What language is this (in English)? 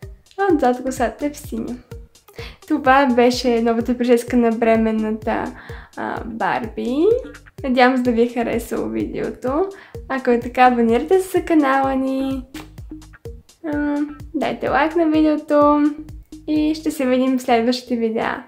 Bulgarian